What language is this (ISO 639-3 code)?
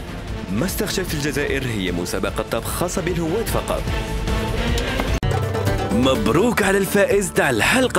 arq